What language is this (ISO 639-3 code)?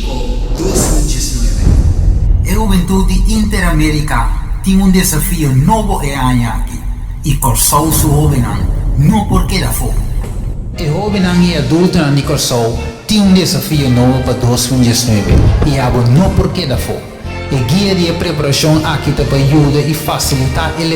pap